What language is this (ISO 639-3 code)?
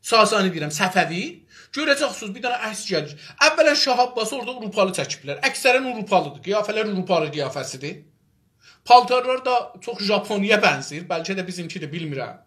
azb